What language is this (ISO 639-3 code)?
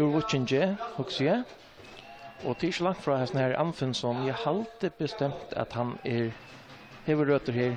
fao